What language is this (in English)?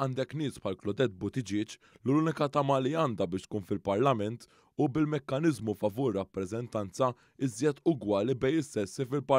Maltese